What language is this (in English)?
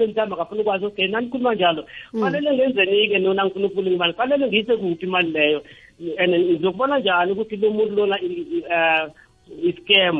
South Ndebele